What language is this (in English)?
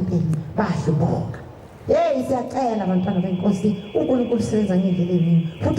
Zulu